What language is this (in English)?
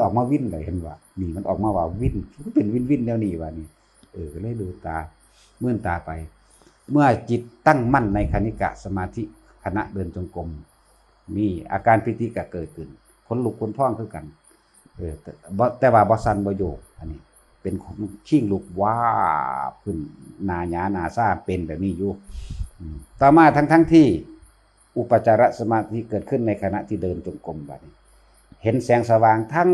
Northeastern Thai